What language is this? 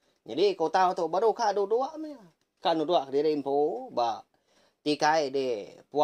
Iban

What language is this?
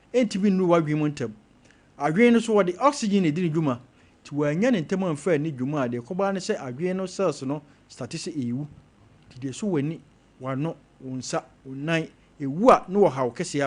Akan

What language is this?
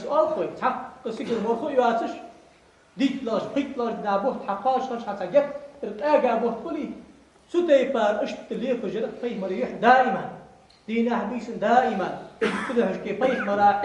Ingush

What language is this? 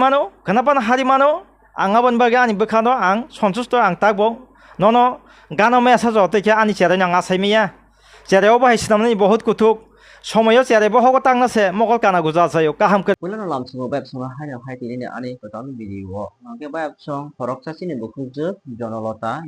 Kok Borok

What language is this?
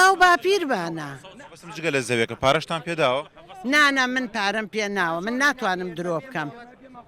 Central Kurdish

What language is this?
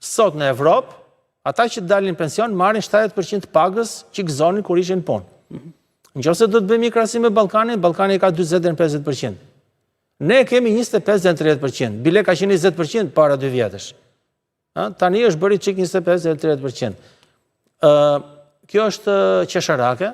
Albanian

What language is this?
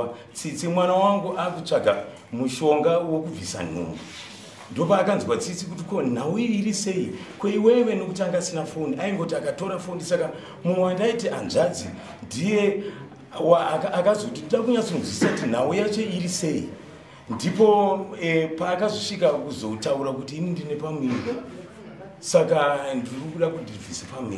Shona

